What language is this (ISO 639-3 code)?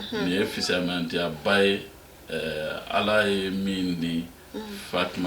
bam